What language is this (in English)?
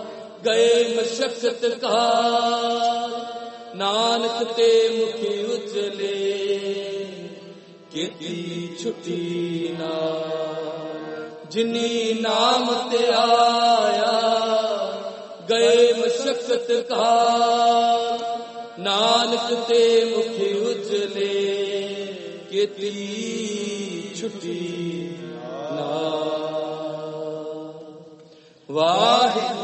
Punjabi